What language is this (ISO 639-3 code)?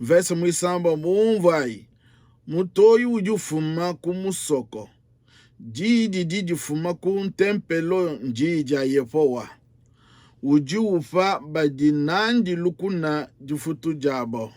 lua